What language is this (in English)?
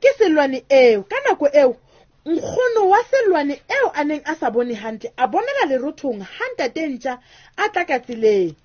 Southern Sotho